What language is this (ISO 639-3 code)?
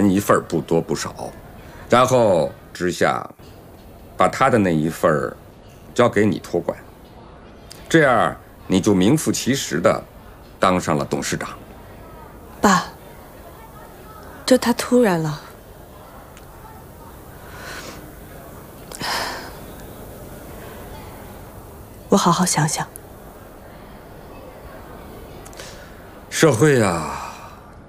zho